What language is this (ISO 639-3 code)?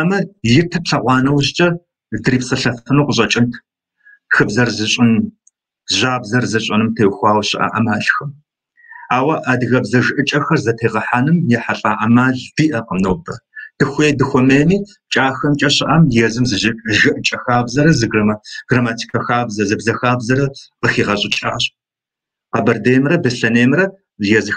kbd